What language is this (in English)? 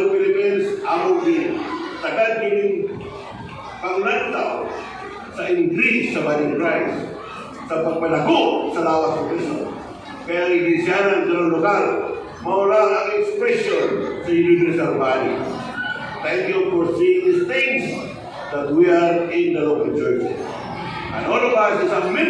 Cebuano